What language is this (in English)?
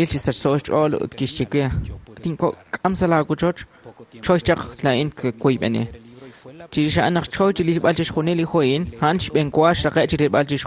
Kekchí